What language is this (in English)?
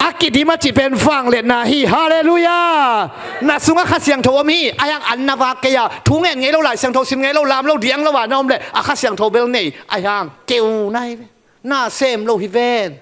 Tedim Chin